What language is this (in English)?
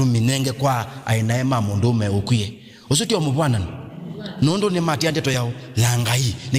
Kamba